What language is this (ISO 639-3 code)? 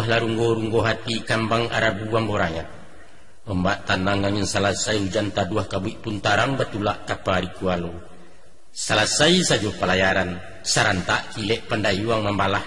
min